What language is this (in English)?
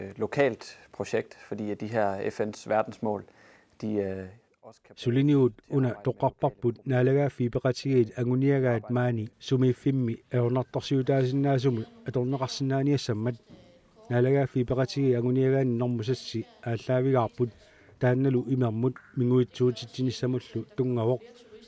Kalaallisut